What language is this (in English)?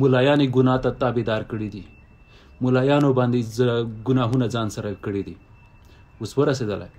Pashto